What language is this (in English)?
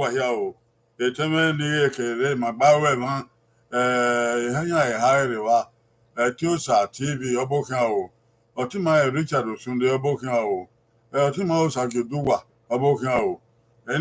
Bini